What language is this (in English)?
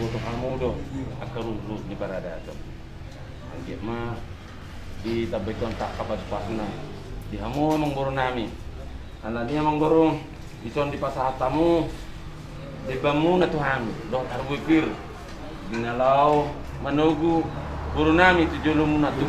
Batak Toba